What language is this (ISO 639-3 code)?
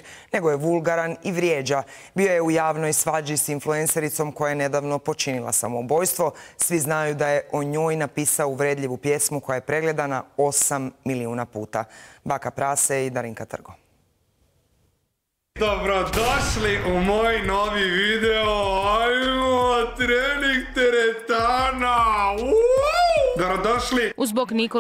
hrv